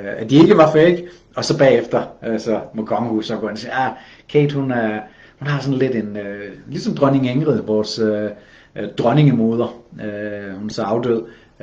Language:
Danish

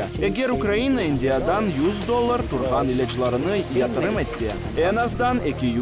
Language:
Crimean Tatar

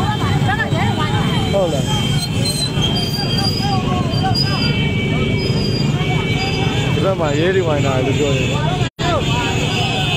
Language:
Burmese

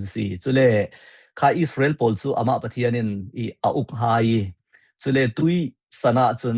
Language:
Falam Chin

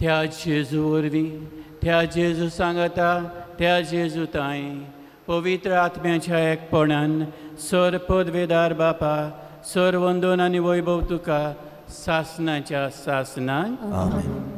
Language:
Konkani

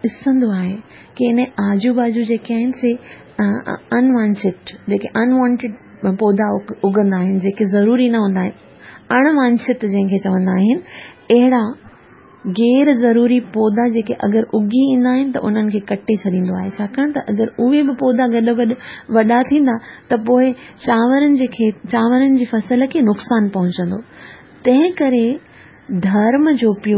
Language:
Sindhi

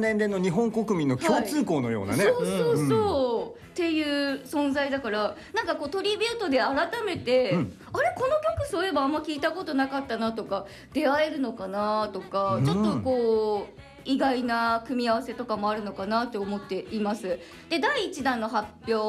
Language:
Japanese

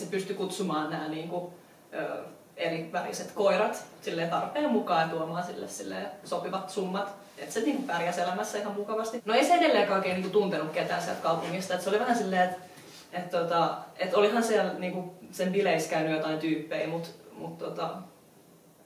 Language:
Finnish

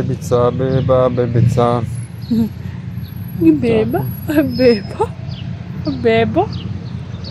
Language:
Croatian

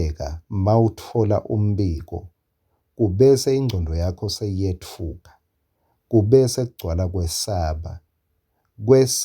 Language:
Swati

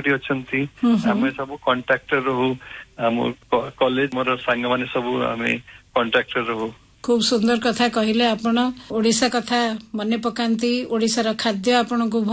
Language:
Odia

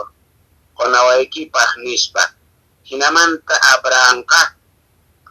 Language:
Quechua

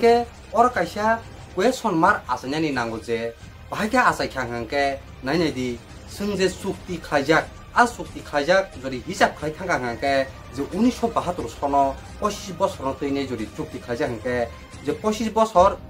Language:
Kok Borok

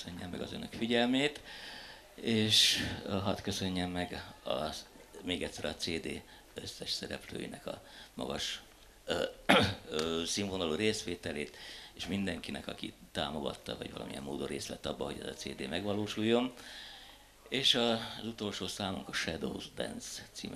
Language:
Hungarian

